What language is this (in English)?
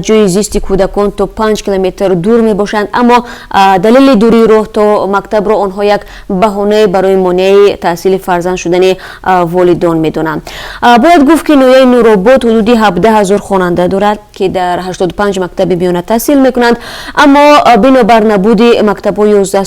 Tajik